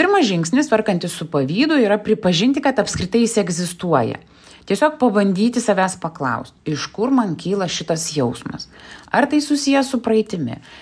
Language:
Lithuanian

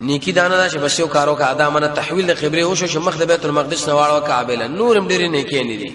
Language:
Pashto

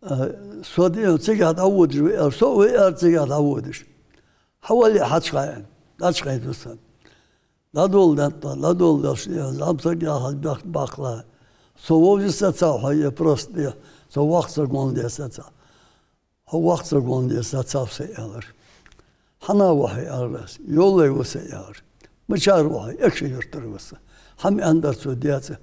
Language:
Ingush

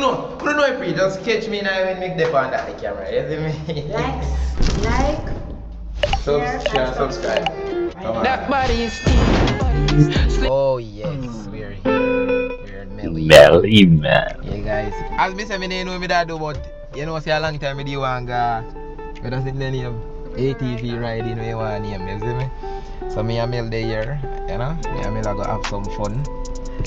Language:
Jamaican Creole English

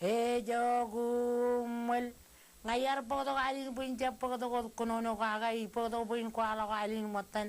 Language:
Marshallese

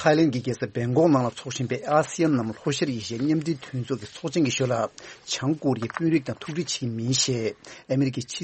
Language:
Tibetan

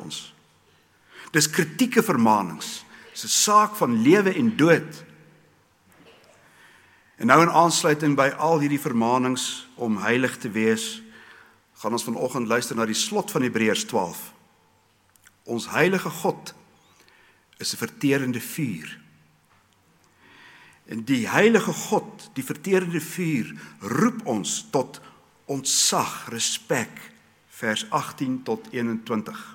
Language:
Afrikaans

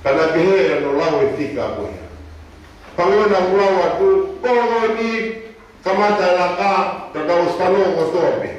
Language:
Tongan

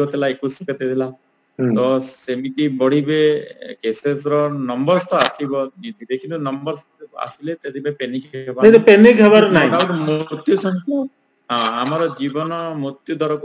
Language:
Odia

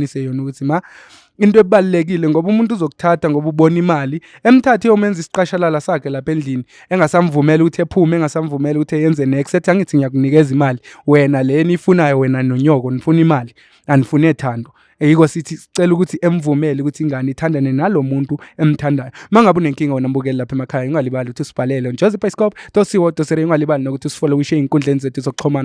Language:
Zulu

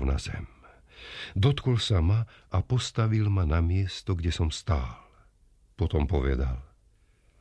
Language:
Slovak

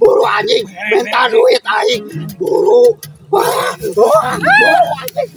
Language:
Sundanese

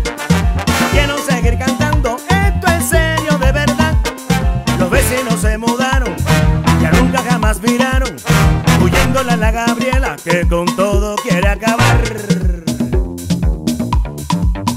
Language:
Spanish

